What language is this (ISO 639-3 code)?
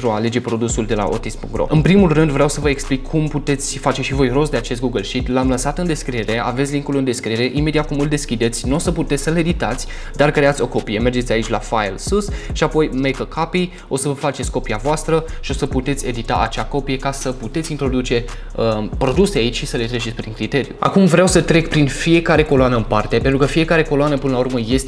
ron